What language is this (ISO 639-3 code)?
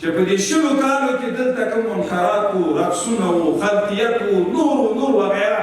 pus